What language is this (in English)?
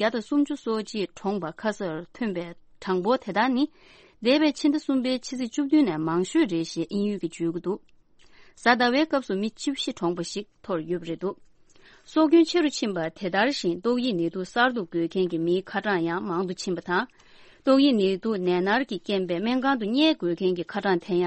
Tibetan